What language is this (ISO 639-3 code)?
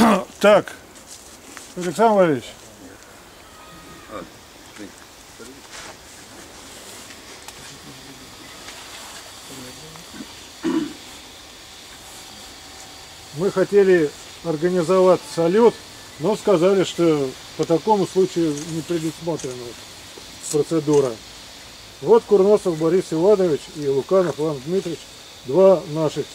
rus